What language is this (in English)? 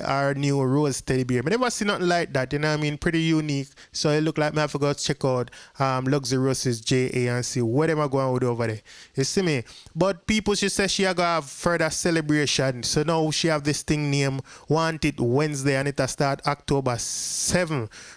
Jamaican Creole English